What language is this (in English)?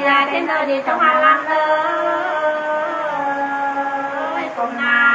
Nung (Viet Nam)